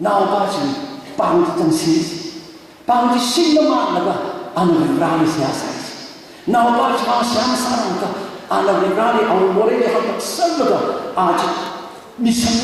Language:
Tangkhul Naga (India)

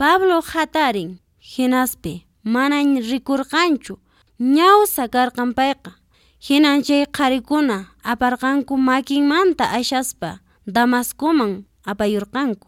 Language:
Quechua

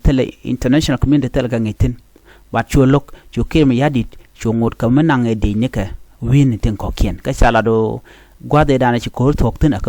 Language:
Nuer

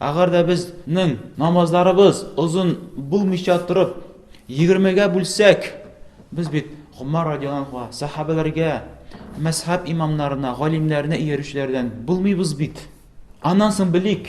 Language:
Tatar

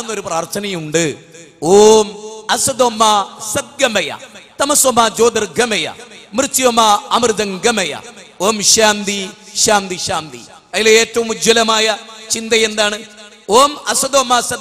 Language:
Malayalam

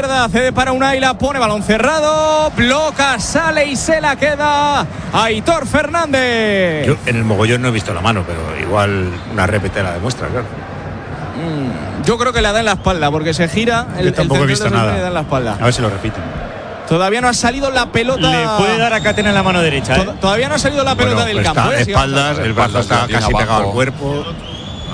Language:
Spanish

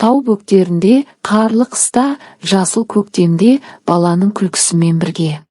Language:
Kazakh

